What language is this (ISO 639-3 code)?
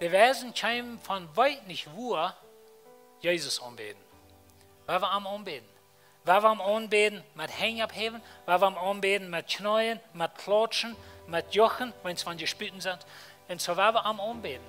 pdt